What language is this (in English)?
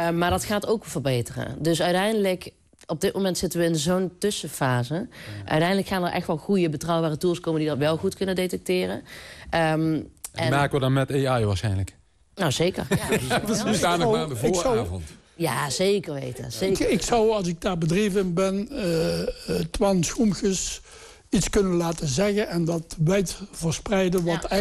Dutch